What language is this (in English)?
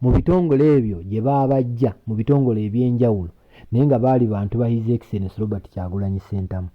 Ganda